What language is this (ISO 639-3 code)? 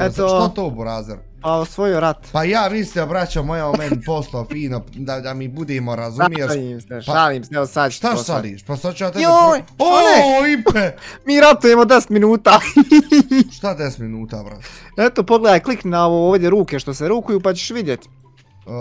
bos